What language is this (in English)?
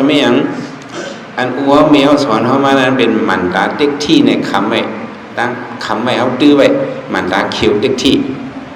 Shan